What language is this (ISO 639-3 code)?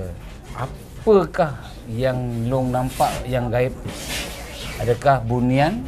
msa